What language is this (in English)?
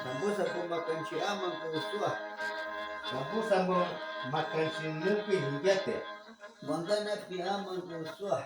Shuar